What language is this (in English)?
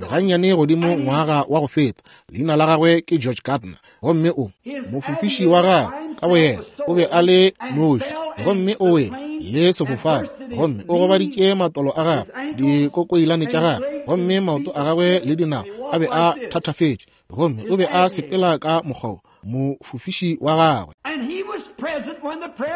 Northern Sotho